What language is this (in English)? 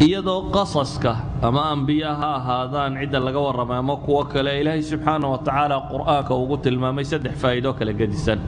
Somali